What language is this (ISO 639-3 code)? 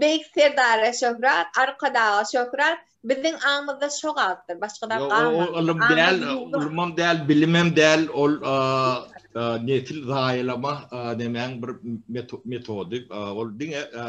tuk